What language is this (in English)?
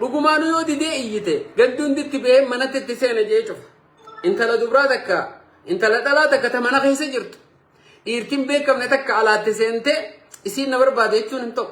Oromo